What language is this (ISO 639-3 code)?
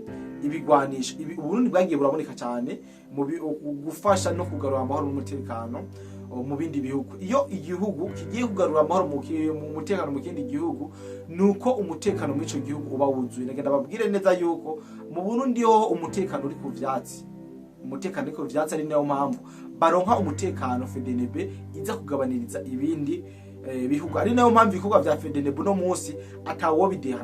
run